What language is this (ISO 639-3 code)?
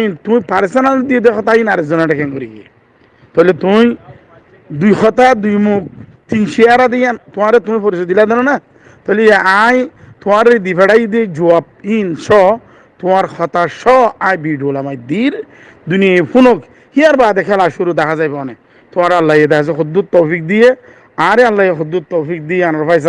rhg